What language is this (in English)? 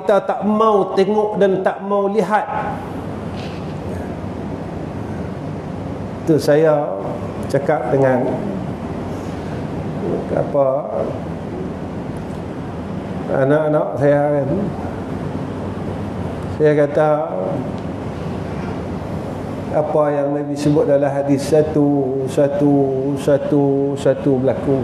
Malay